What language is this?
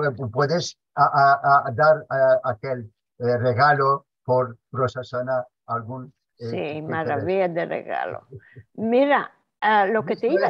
Ladino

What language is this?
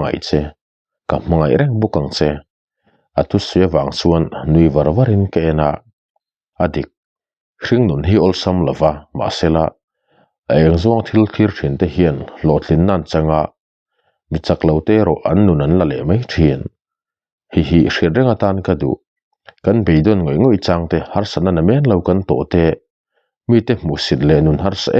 Mizo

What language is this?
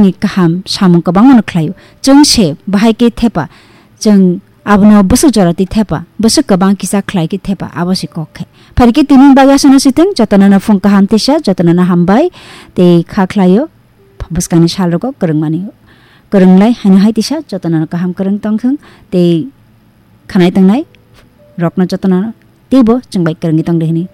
Kok Borok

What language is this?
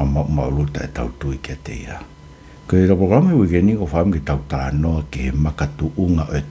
Tongan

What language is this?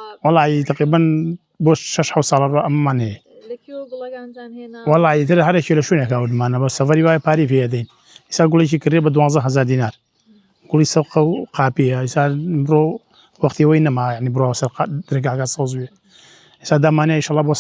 Central Kurdish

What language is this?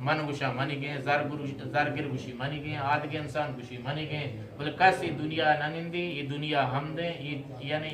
Eastern Balochi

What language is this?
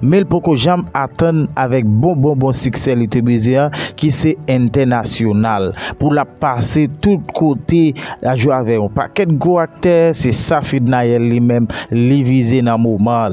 Haitian Creole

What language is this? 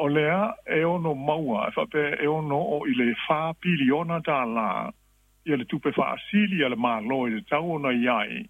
Samoan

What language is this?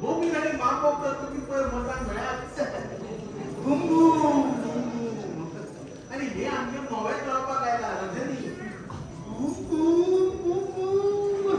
Konkani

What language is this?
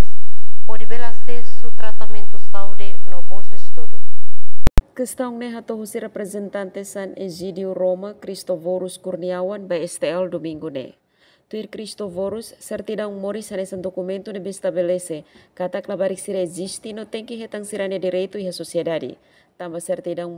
Tetum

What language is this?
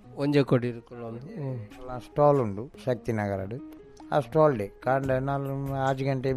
Tulu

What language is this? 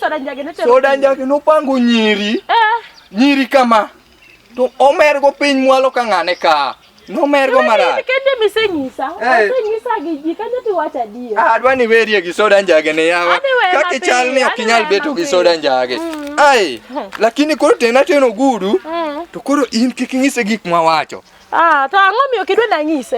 Luo (Kenya and Tanzania)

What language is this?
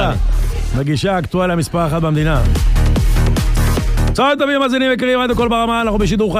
Hebrew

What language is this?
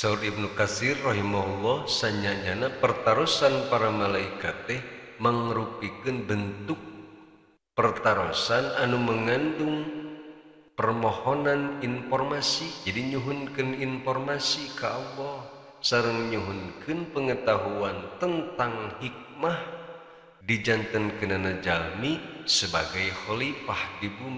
Sundanese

